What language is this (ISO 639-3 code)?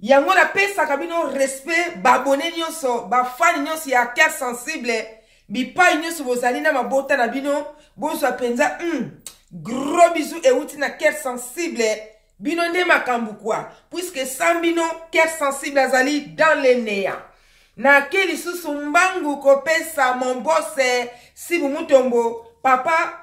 lin